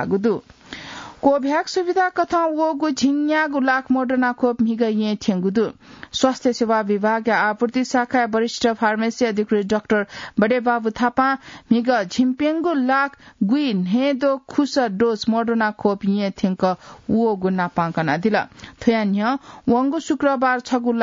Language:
Newari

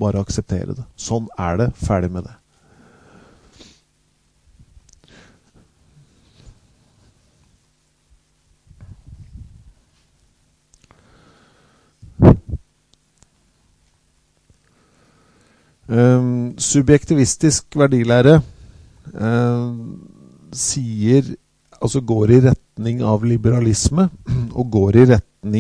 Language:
Norwegian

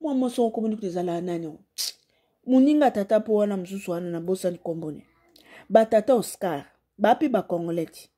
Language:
Lingala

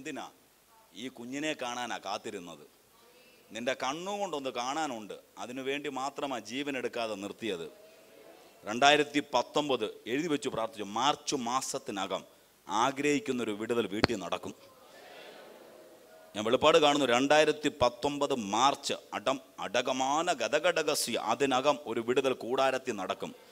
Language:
Malayalam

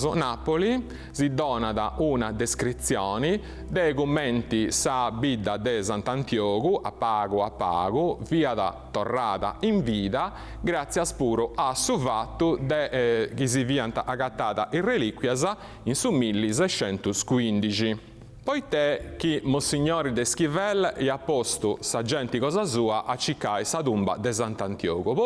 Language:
Sardinian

